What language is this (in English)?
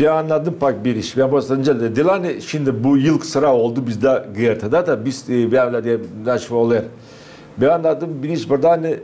Gagauz